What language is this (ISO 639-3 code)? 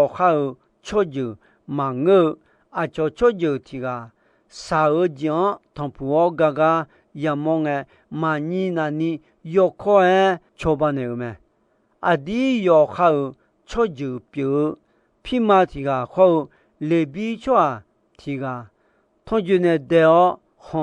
ahk